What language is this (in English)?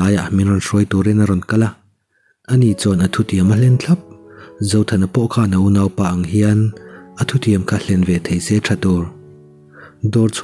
Mizo